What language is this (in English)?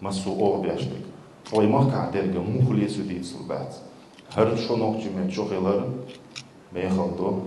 Chechen